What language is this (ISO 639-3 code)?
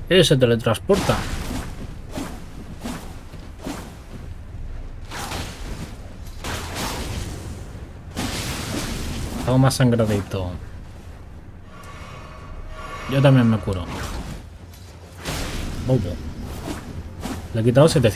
spa